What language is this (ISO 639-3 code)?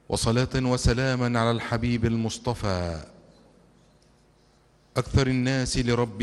ara